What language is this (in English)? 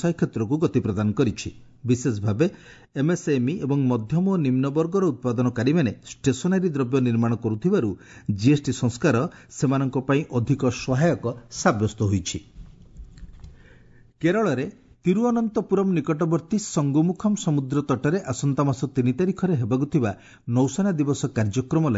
Odia